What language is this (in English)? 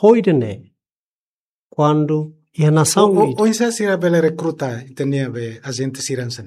Tetum